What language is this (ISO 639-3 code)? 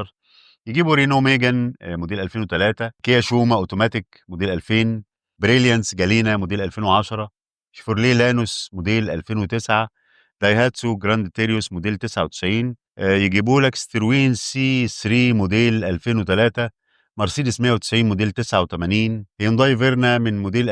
arz